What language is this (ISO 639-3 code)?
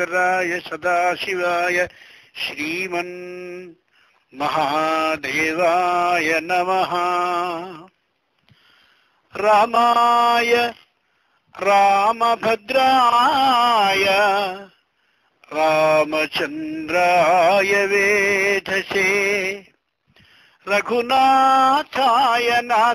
tel